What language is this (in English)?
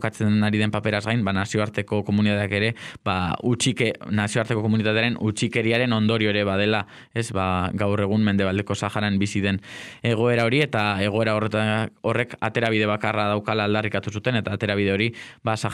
Basque